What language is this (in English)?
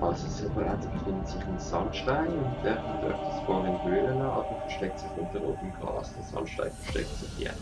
Swiss German